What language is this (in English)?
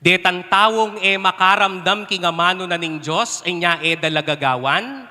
Pampanga